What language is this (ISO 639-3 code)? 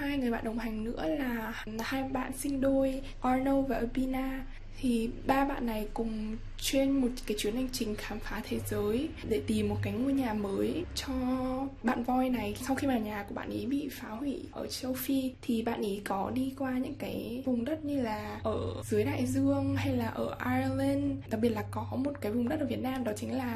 vie